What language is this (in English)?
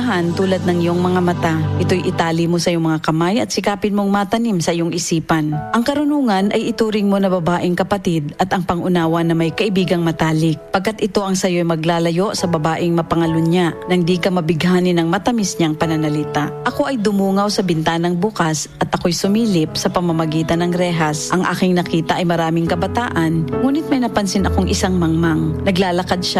Filipino